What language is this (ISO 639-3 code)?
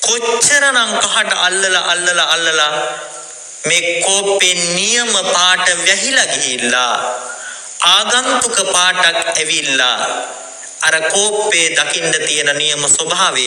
sin